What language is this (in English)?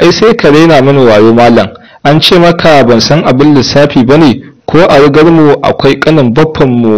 Hausa